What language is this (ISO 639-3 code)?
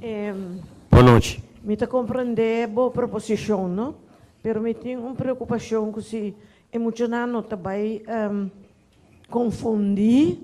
pap